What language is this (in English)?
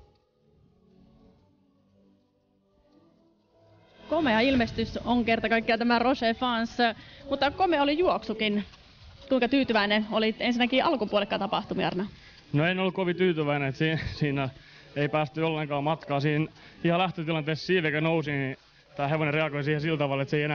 Finnish